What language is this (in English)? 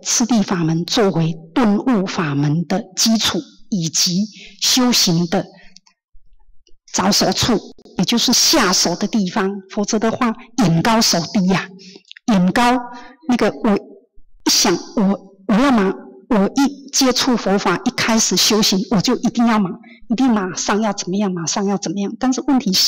Chinese